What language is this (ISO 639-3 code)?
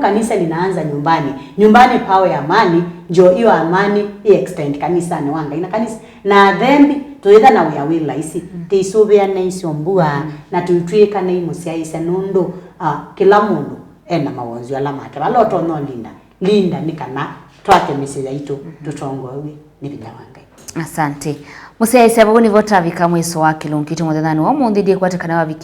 kam